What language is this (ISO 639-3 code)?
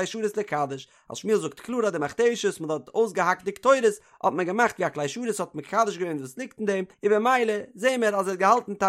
yid